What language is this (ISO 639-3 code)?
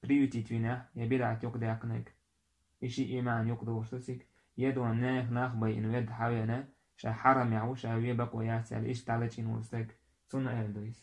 che